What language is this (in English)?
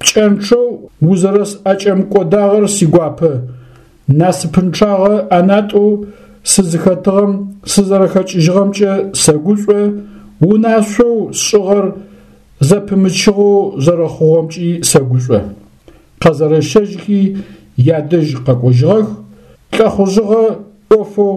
Adyghe